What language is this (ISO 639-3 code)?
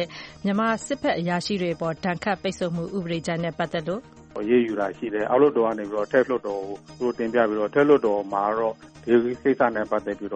mya